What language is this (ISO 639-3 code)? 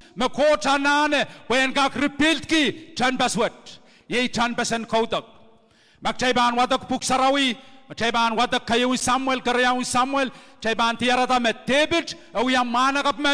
pon